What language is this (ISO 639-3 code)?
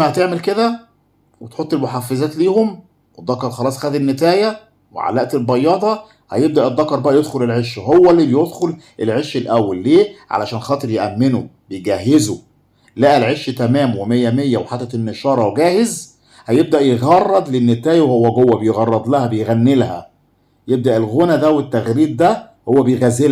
arz